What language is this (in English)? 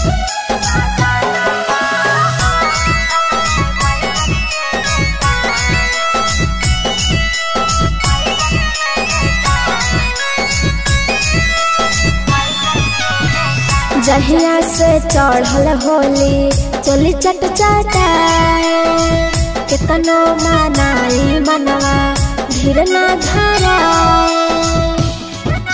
Bhojpuri